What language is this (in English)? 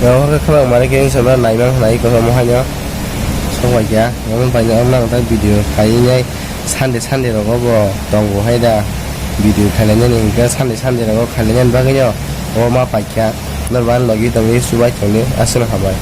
Kok Borok